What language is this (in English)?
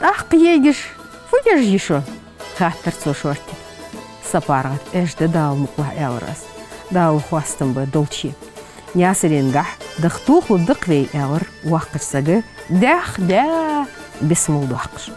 Ingush